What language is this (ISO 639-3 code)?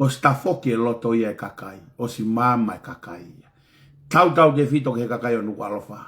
ton